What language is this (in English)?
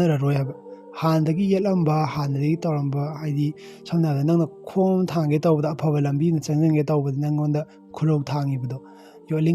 Manipuri